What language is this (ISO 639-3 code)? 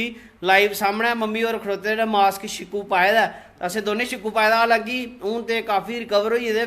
doi